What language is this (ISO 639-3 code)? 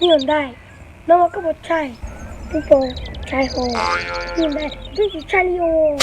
hmn